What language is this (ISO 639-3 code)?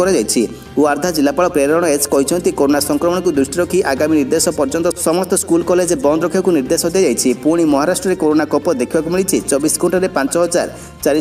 ori